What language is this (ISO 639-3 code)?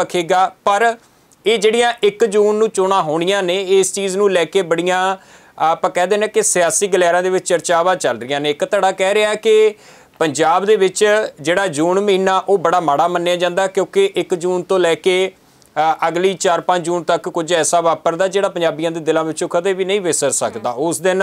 pan